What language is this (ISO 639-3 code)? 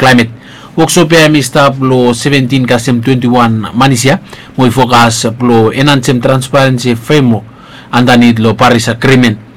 bis